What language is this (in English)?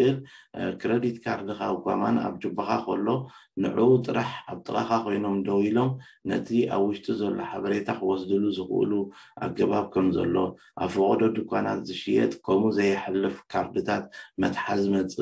Tigrinya